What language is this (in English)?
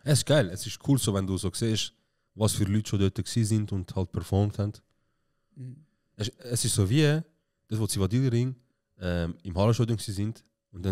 Swiss German